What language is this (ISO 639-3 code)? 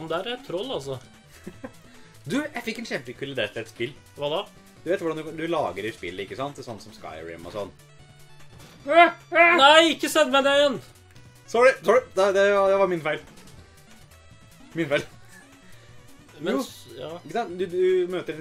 nor